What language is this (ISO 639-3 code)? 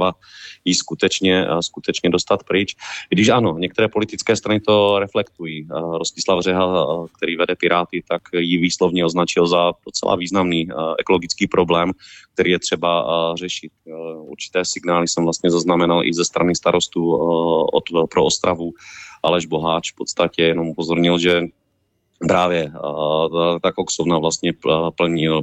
ces